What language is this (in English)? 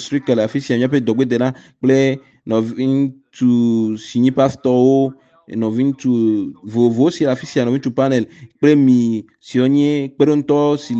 Ewe